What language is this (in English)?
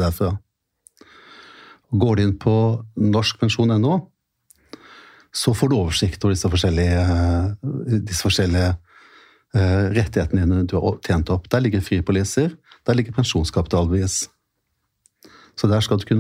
Norwegian